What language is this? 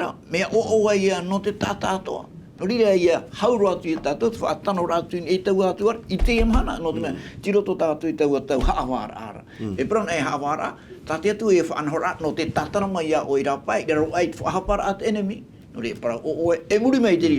Tahitian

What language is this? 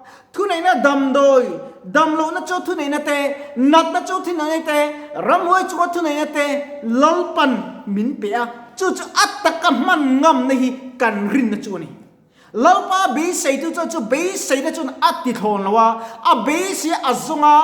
Mizo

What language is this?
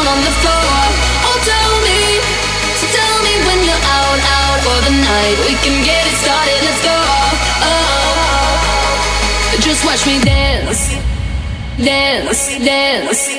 English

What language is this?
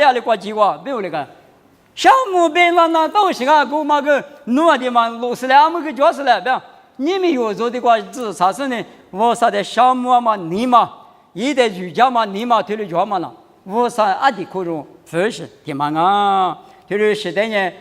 Lisu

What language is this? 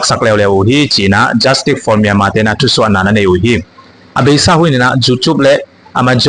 Tedim Chin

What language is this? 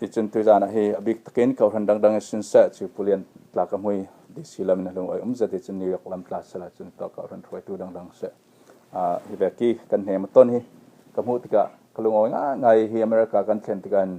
Falam Chin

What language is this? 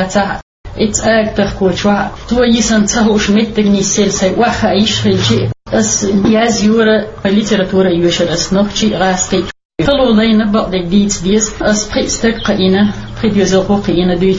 Chechen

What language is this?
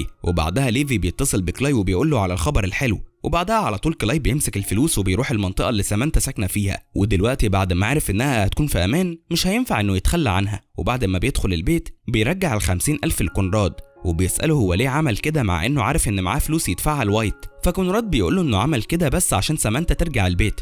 Egyptian Arabic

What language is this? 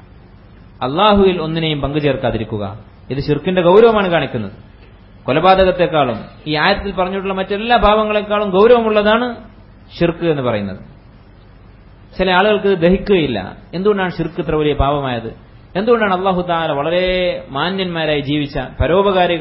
Malayalam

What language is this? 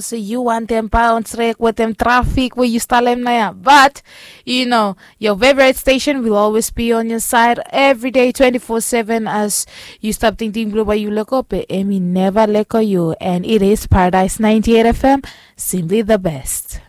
Bislama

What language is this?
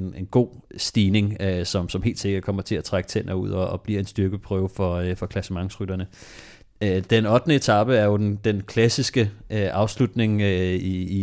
Danish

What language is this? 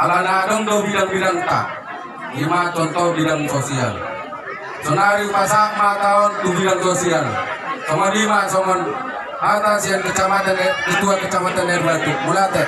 Batak Toba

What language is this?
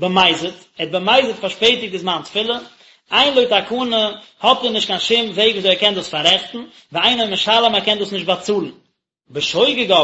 Yiddish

